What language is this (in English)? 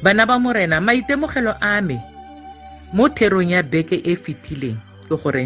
Tswana